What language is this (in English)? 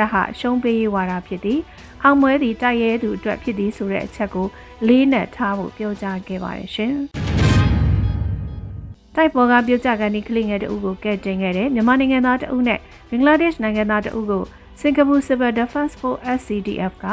Burmese